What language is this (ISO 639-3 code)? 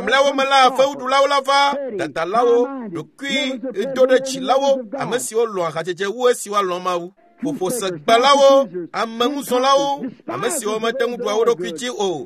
ewe